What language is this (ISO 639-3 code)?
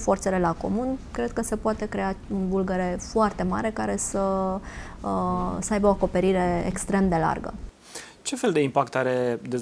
ron